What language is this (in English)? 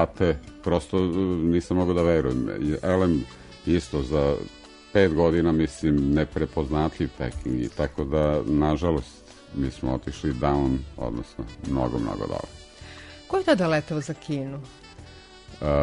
Serbian